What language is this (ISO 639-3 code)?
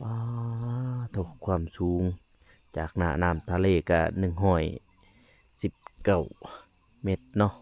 lao